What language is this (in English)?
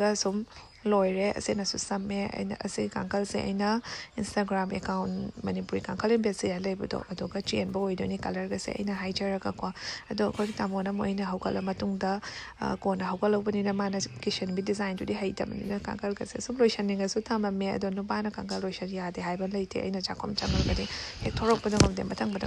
Manipuri